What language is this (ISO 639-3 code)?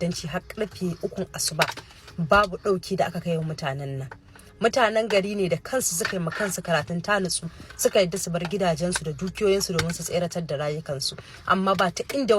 hau